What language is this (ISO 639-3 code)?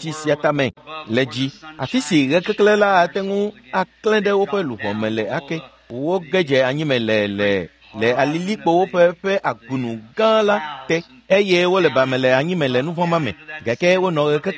ewe